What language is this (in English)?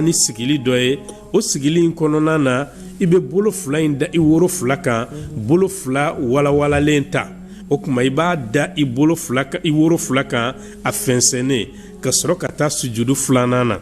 Bambara